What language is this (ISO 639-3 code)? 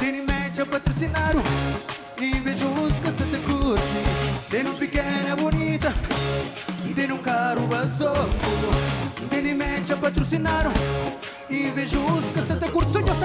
kea